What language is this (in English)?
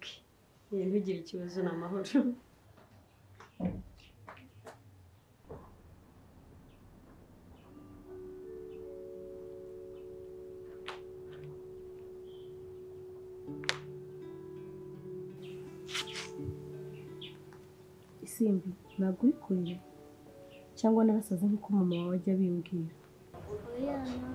Kinyarwanda